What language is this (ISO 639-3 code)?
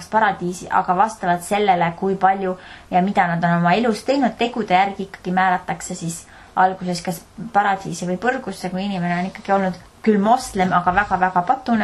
est